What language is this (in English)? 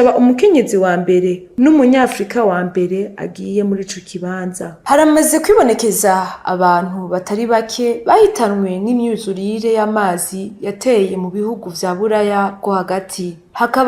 Rundi